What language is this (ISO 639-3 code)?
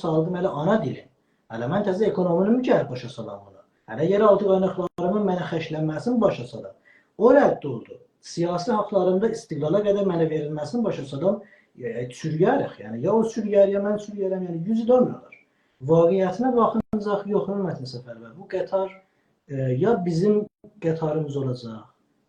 azb